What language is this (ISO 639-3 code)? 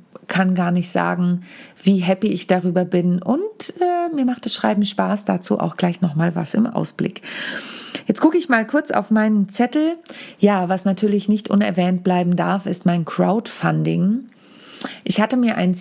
deu